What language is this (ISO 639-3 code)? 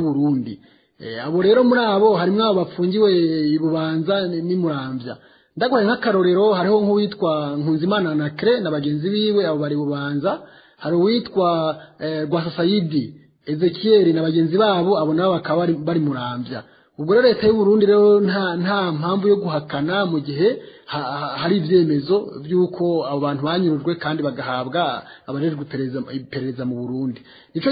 run